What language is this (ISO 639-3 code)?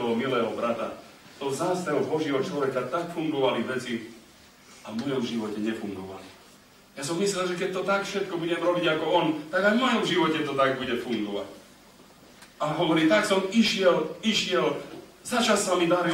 slk